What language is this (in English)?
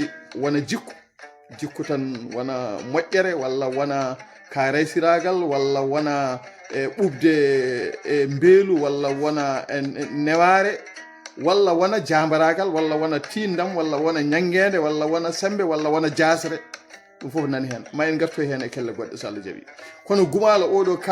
Fula